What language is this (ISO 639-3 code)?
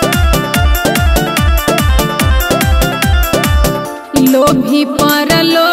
bho